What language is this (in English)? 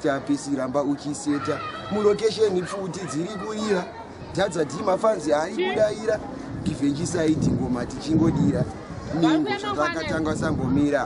Shona